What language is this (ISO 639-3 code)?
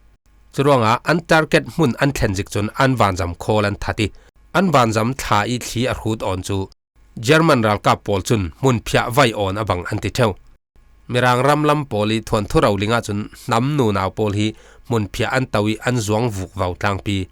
cfm